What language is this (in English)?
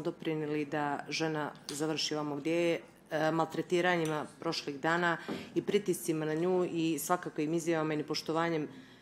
Bosnian